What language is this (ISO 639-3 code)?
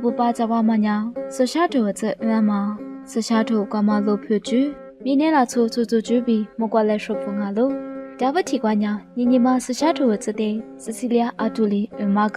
lis